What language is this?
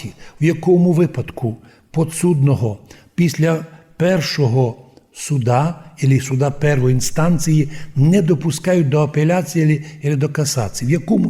Rusyn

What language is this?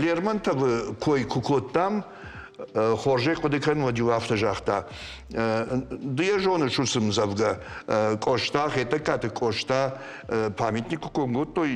Ossetic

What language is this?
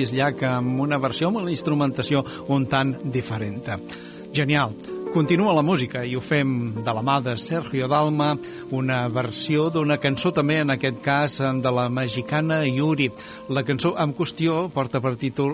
Catalan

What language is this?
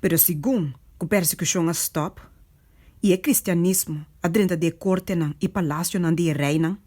Papiamento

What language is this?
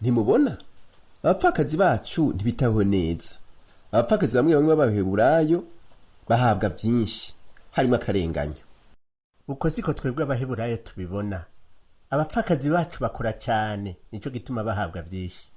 Rundi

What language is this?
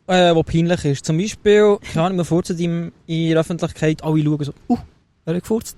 Swiss German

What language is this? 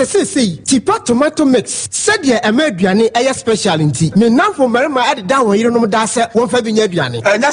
Akan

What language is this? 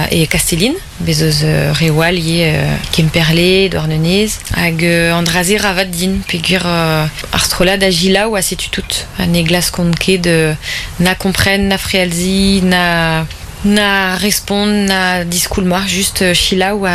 Breton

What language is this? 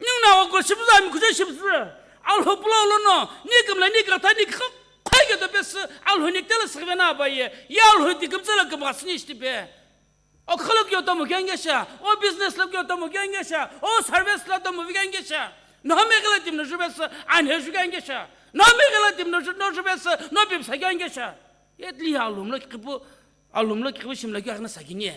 Sumi Naga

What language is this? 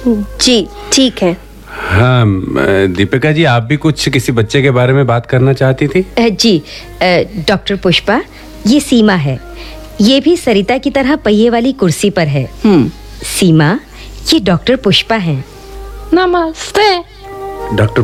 Hindi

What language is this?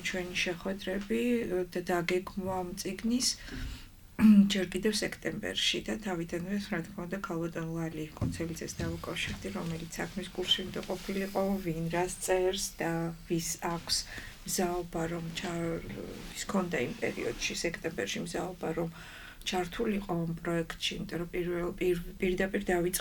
Georgian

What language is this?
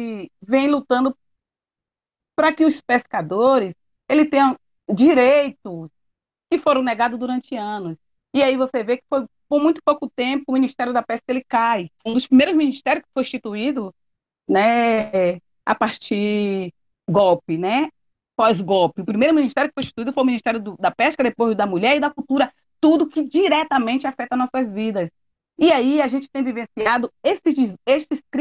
Portuguese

